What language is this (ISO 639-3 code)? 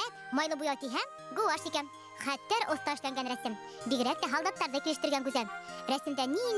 bak